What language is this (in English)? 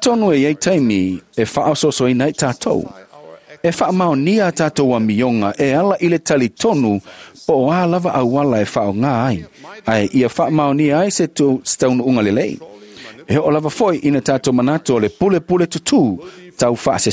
Samoan